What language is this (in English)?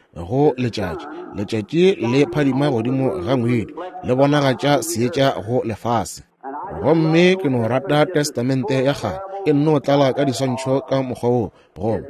Northern Sotho